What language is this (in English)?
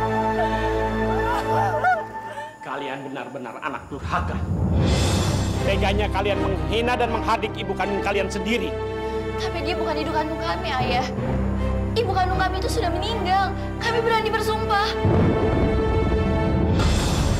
Indonesian